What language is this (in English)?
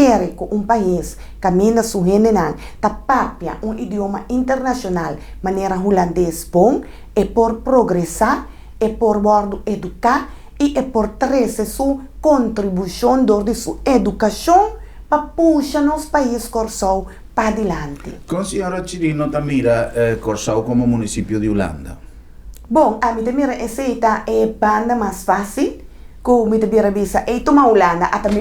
Papiamento